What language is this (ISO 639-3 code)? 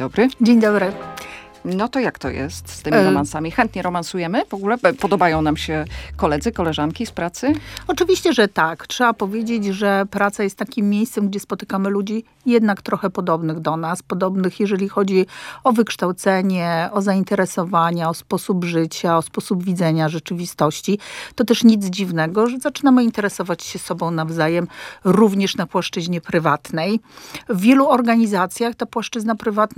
pol